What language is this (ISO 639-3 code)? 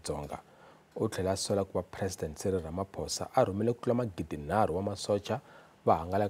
tso